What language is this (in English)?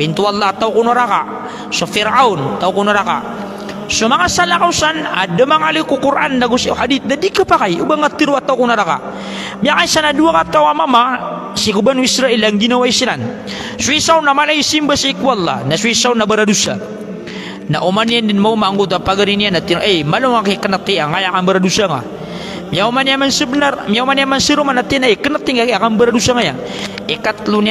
Maranao